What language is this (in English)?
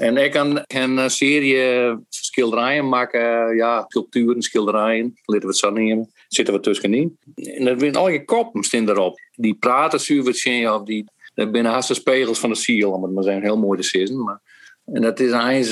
Western Frisian